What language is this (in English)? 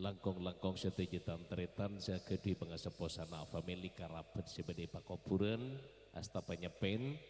Madurese